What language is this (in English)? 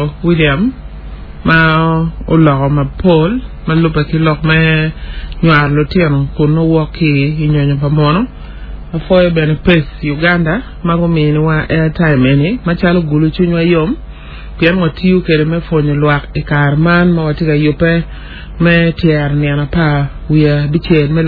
Acoli